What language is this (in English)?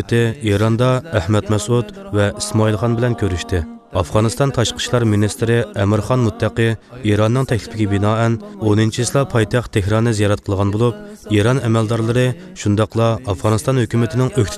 Uyghur